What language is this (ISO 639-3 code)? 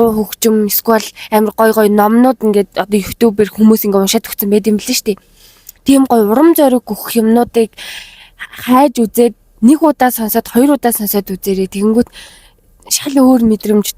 mon